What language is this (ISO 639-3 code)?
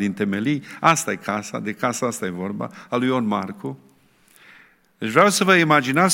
ron